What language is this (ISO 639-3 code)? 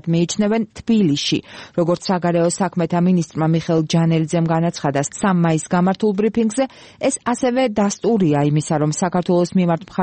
kat